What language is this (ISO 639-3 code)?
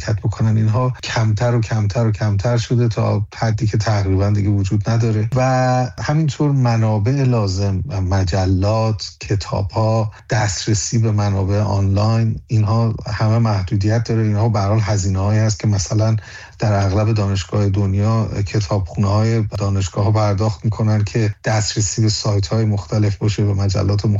fas